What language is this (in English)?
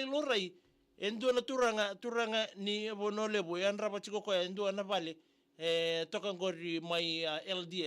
Fijian